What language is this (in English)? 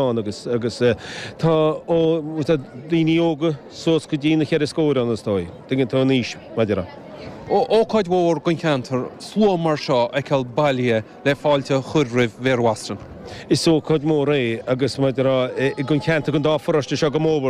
Irish